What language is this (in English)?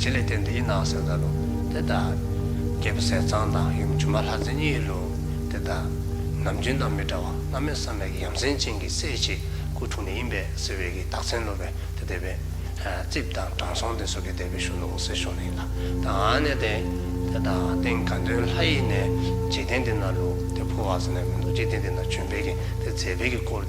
Dzongkha